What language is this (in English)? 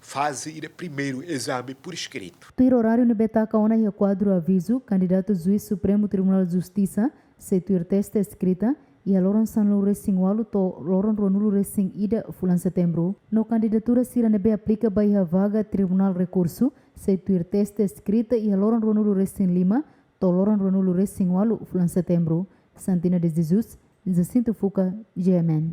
Tetum